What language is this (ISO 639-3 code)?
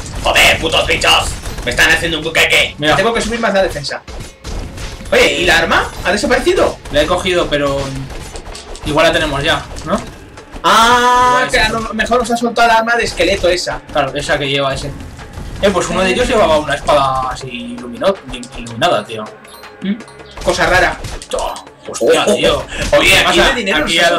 spa